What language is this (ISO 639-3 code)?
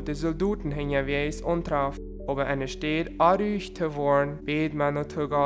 pdt